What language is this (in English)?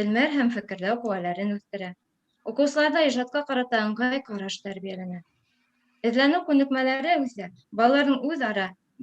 Bashkir